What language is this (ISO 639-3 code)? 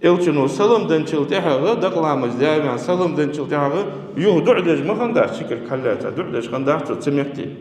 inh